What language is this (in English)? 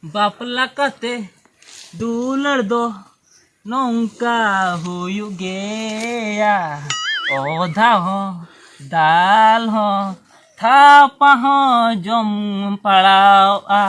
Santali